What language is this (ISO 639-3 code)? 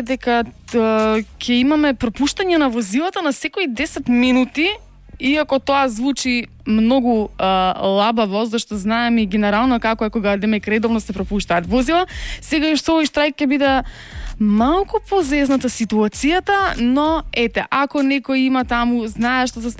mkd